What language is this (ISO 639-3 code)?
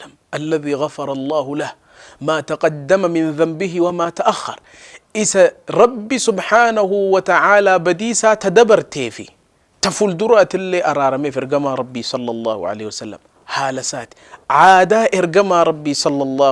orm